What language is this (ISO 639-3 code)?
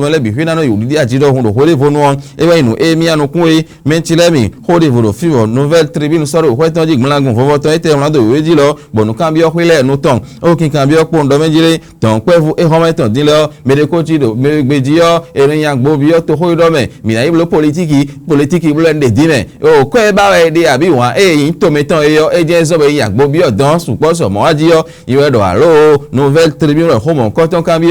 fon